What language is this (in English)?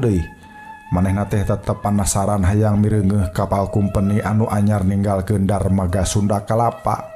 Sundanese